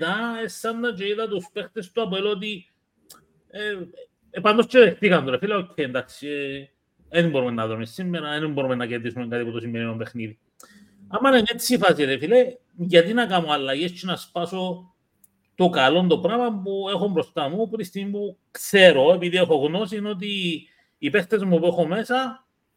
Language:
Greek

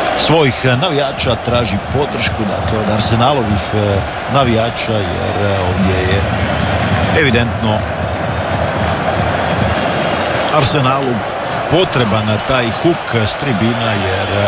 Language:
Croatian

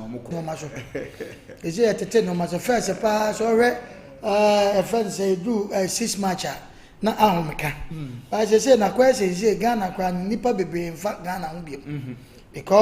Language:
Akan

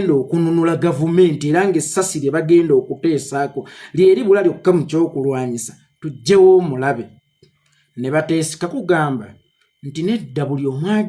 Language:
Ganda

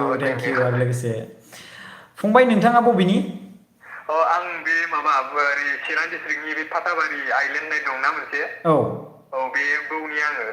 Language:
Bodo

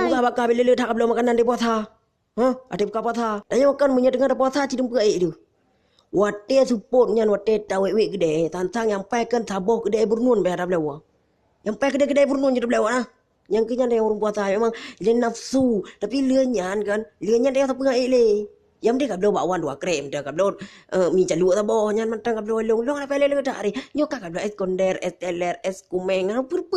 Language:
Achinese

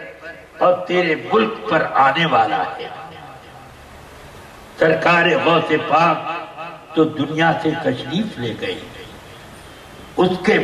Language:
Urdu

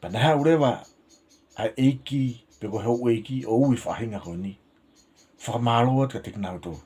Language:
Tongan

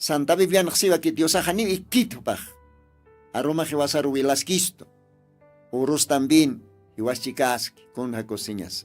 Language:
Aymara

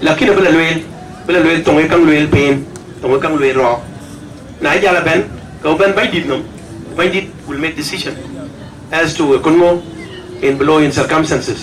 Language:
Dinka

